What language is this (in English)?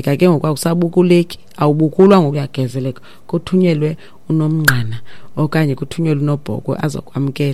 Xhosa